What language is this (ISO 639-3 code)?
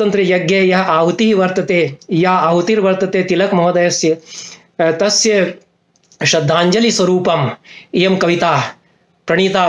san